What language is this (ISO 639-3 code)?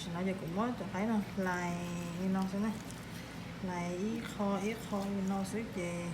hmn